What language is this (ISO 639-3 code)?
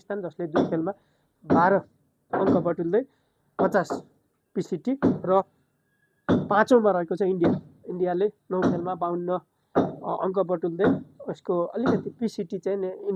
nep